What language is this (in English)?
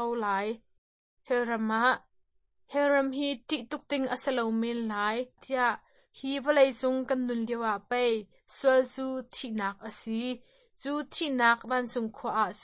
Hakha Chin